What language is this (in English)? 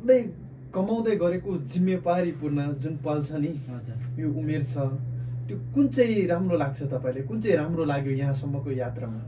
Nepali